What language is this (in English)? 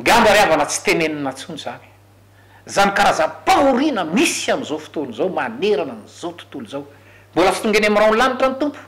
Malagasy